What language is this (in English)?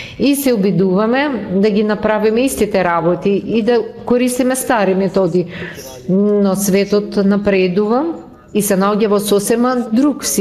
Macedonian